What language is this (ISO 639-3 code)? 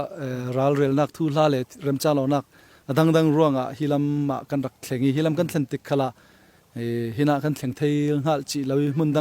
cfm